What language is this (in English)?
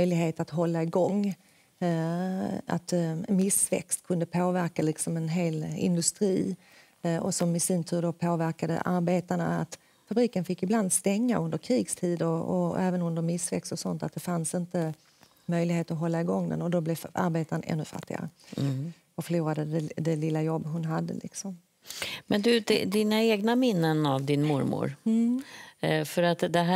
Swedish